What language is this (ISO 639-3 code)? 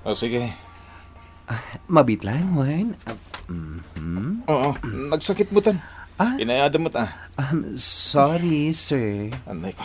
ilo